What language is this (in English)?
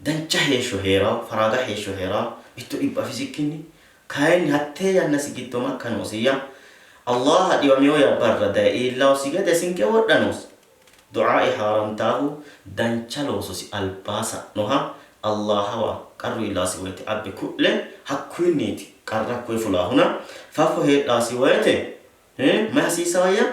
Sidamo